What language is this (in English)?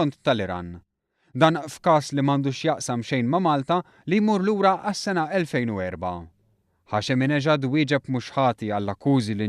Maltese